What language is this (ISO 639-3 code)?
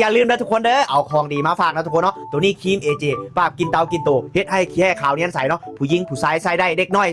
lao